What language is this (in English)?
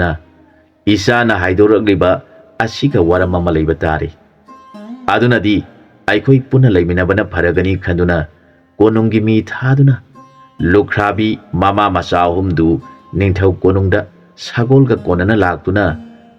Manipuri